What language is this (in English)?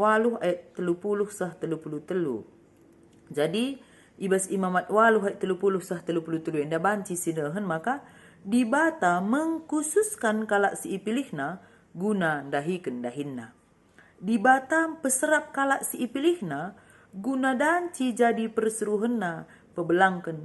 Batak Karo